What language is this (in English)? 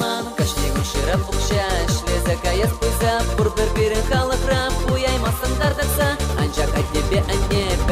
Chuvash